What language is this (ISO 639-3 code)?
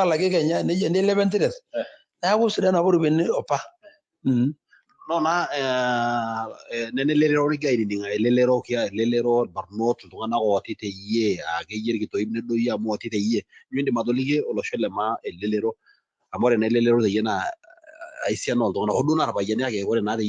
mas